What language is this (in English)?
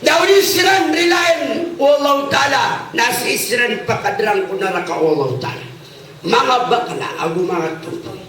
Maranao